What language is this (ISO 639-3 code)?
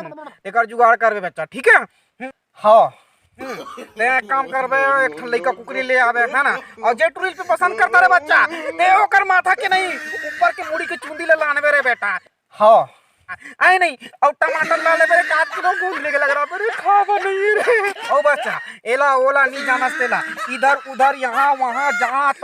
hne